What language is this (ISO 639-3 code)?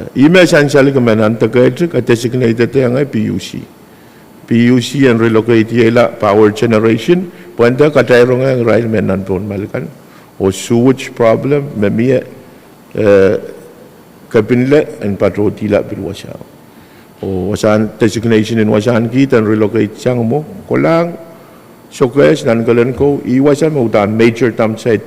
pon